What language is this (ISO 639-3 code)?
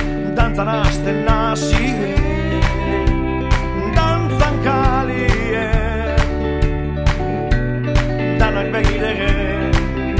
eus